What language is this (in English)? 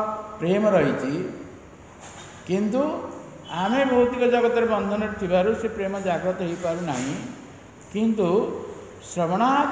Odia